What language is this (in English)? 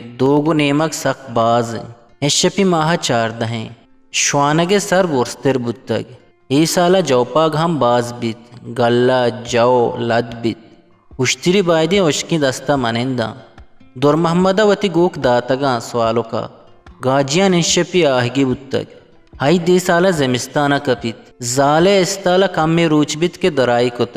Eastern Balochi